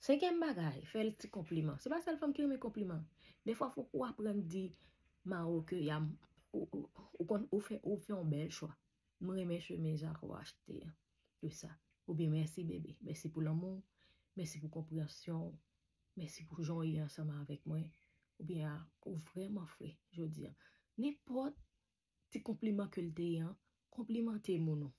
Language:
Haitian Creole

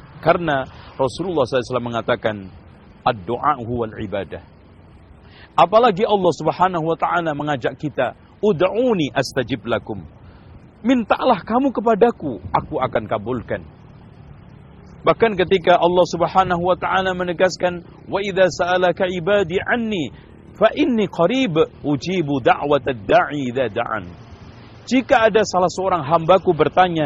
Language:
Indonesian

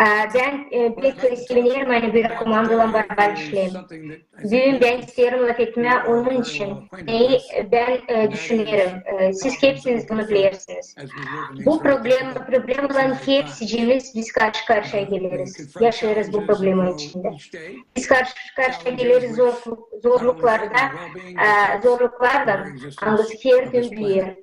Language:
Gagauz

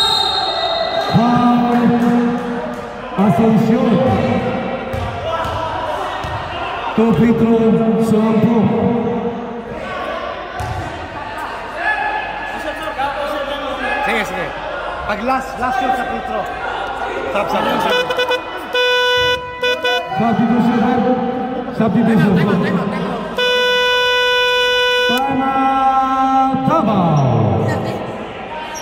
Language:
Filipino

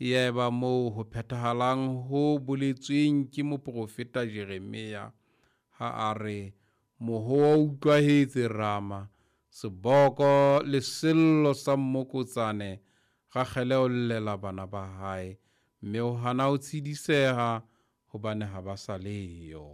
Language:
Southern Sotho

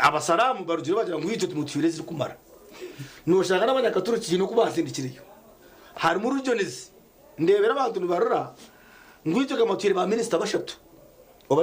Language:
Nyankole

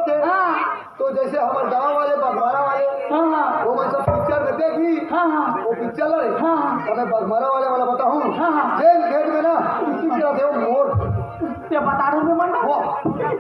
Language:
Chhattisgarhi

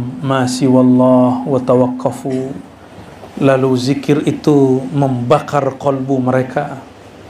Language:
Indonesian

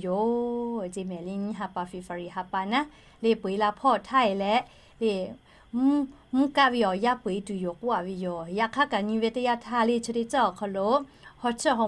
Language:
Lahu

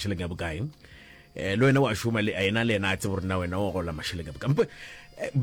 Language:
Northern Sotho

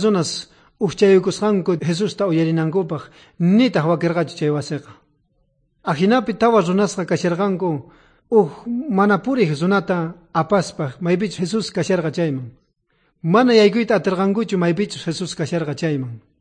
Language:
South Bolivian Quechua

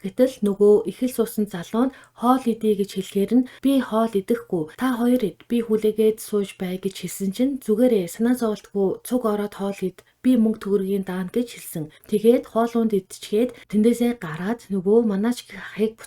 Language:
Mongolian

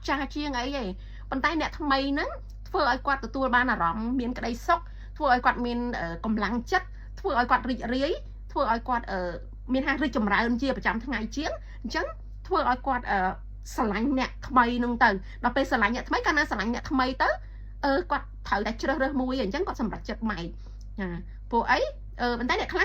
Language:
Khmer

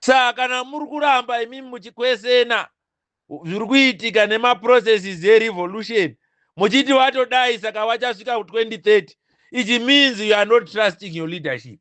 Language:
Shona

